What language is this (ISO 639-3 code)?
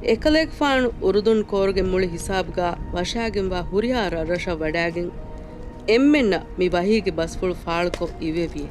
div